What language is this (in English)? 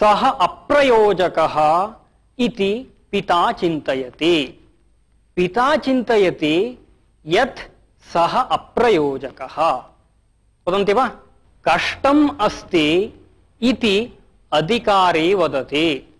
Sanskrit